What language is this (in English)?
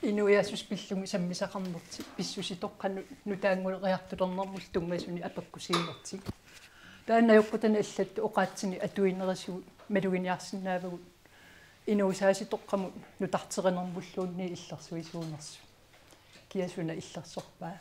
Kalaallisut